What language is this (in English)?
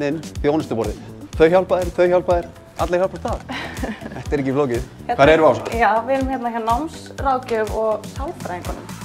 Icelandic